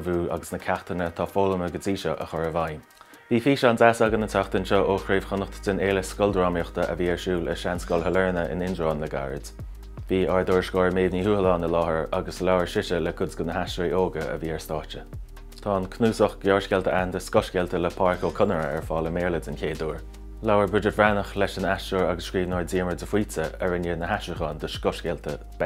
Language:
Irish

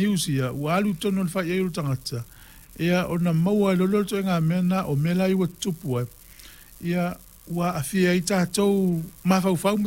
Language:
Samoan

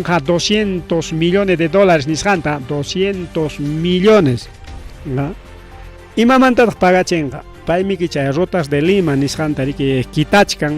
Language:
Ayacucho Quechua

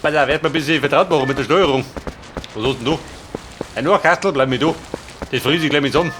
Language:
Bavarian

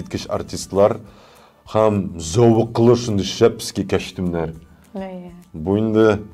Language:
Tatar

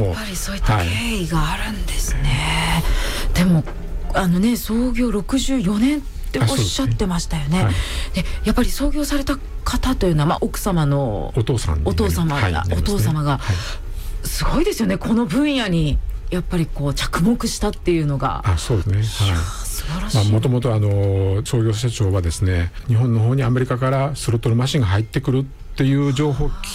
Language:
Japanese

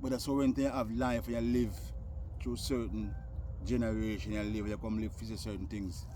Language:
Jamaican Creole English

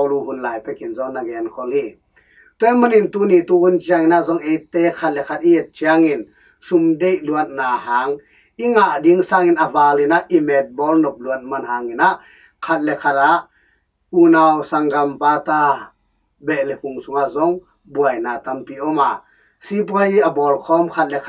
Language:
Tedim Chin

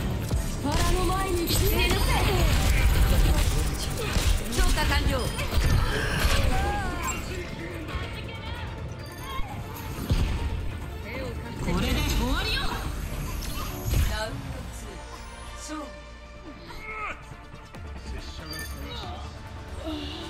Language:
Japanese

